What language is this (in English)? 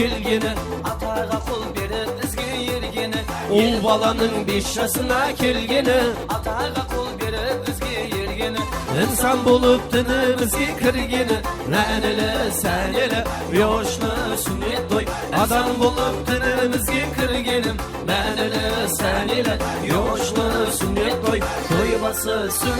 Kara-Kalpak